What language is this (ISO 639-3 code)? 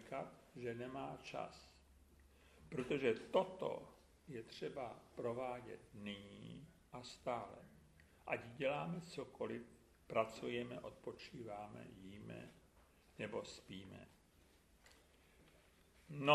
ces